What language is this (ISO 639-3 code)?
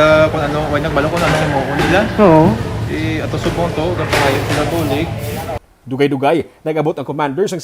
hil